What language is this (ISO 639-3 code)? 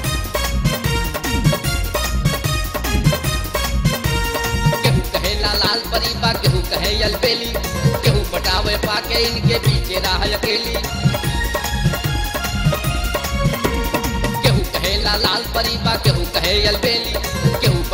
bho